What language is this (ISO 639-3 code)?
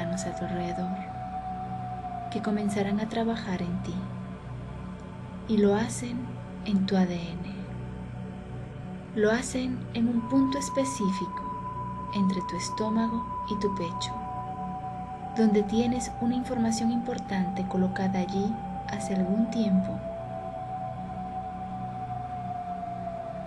spa